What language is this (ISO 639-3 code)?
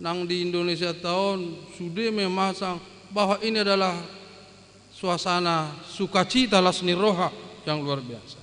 bbc